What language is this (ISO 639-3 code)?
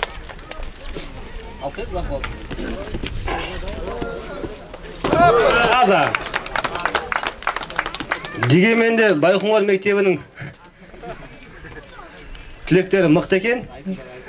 kaz